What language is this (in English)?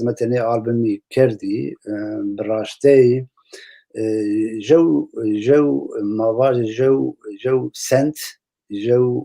Zaza